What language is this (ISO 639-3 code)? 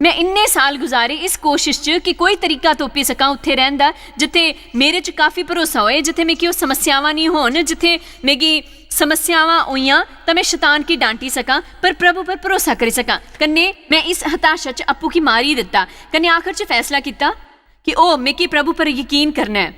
doi